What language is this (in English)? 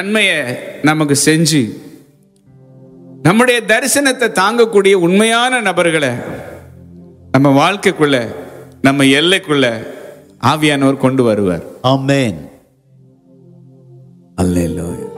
Tamil